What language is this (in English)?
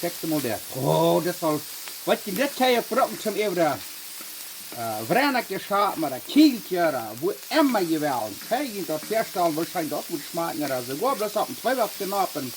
Plautdietsch